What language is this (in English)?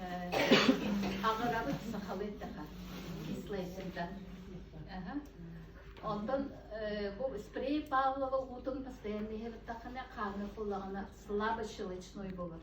Yakut